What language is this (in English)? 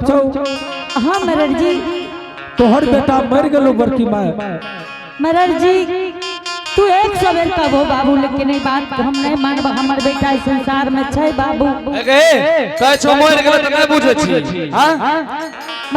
Angika